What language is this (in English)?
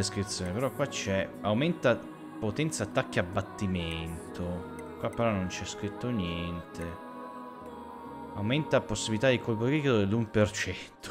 Italian